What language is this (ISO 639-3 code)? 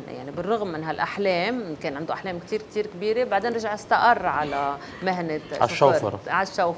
apc